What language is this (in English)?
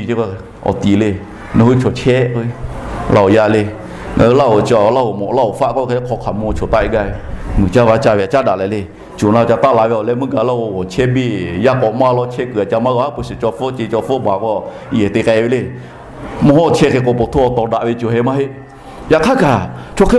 Lahu